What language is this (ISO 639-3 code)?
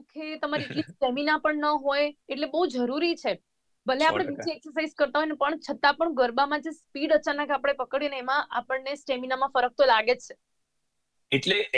guj